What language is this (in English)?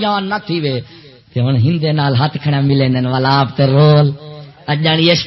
Saraiki